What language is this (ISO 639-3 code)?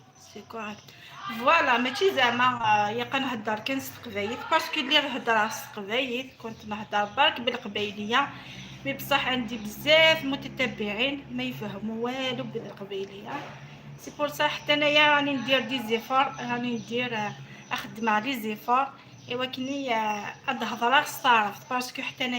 arq